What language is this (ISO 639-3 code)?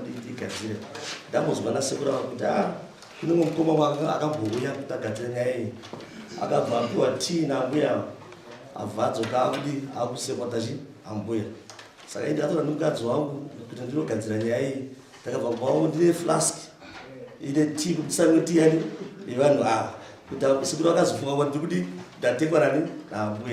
sna